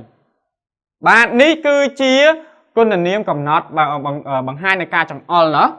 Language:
Khmer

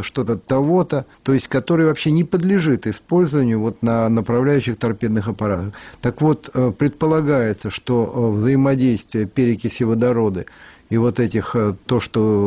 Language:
Russian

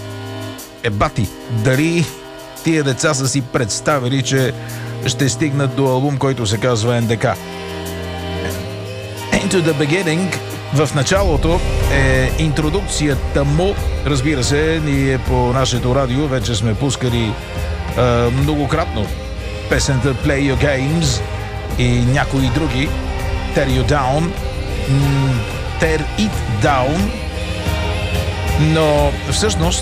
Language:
Bulgarian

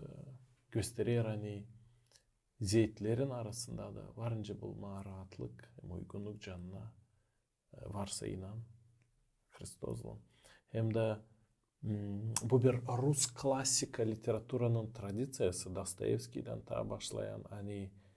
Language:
Gagauz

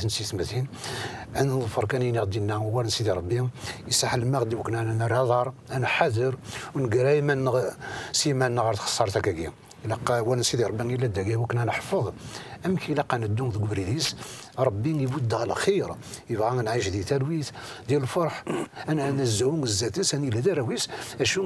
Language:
Kabyle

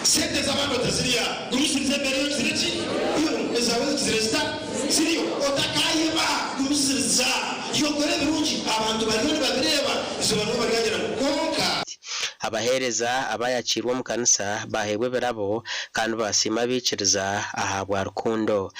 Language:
Nyankole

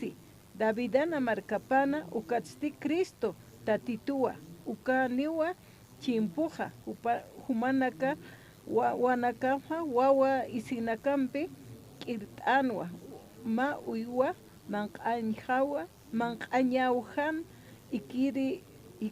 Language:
Aymara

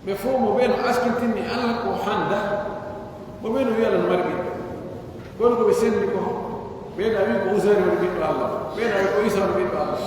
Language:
Pular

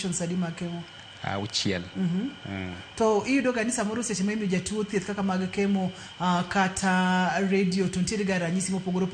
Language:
Luo (Kenya and Tanzania)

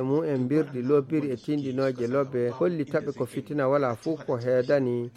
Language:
Fula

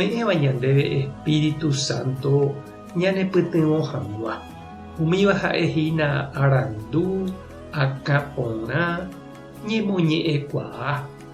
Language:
Guarani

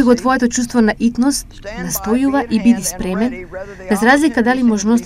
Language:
Macedonian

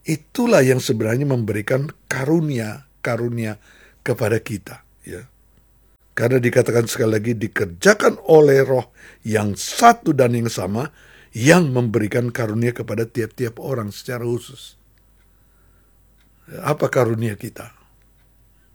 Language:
Indonesian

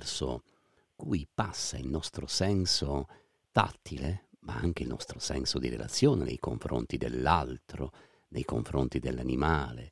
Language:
Italian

